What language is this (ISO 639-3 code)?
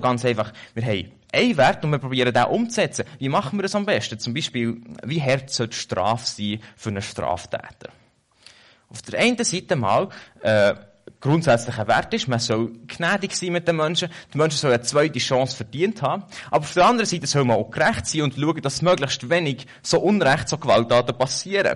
deu